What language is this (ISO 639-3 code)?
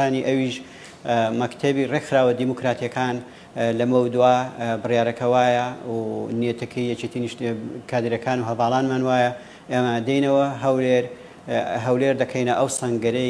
ckb